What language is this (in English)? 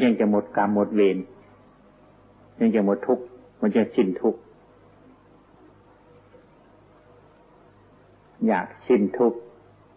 Thai